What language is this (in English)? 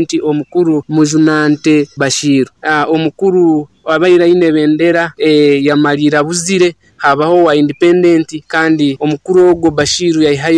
Nyoro